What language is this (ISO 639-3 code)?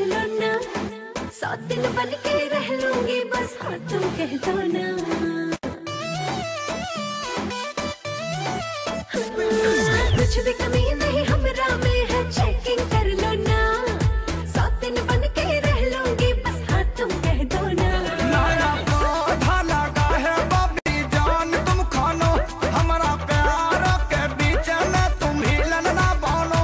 bho